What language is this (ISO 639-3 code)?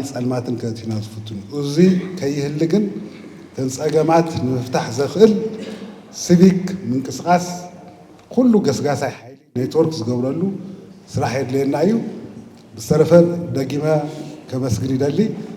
tir